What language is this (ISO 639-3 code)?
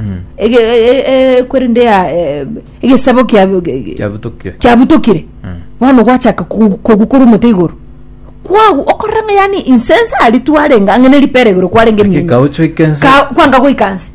guz